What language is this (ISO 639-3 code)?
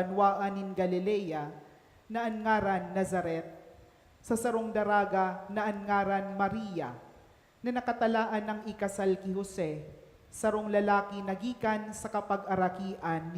bik